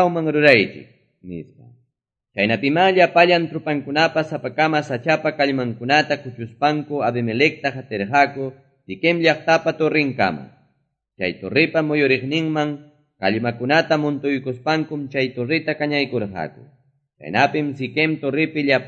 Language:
Quechua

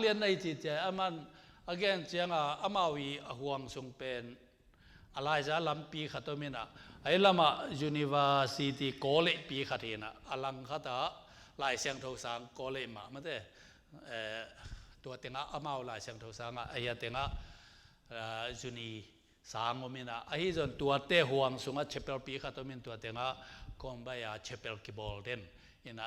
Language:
Tedim Chin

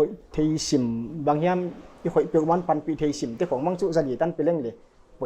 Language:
Paite Chin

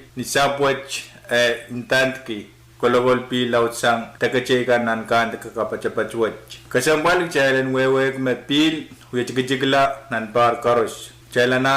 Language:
Pohnpeian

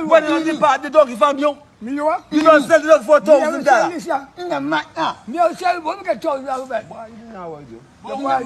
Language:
Jamaican Creole English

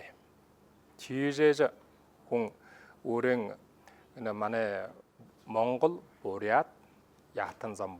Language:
Buriat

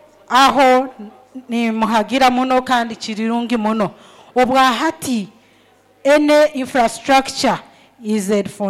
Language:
Nyoro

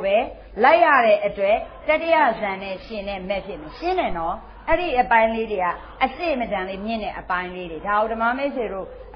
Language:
Burmese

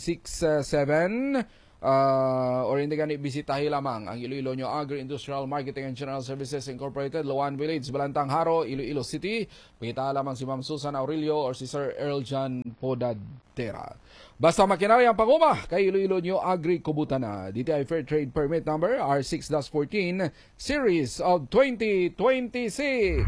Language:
Hiligaynon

